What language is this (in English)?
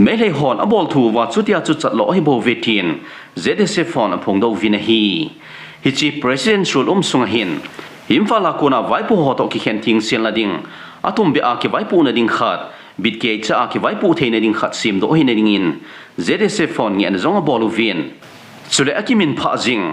Thado Chin